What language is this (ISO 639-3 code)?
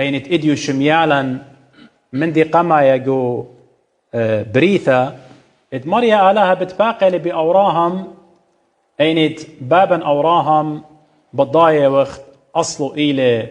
aii